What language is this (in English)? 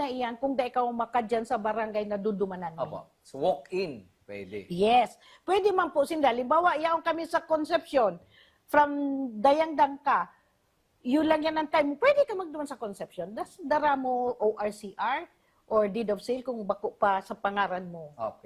Bikol